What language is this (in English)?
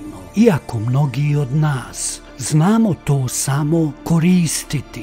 Croatian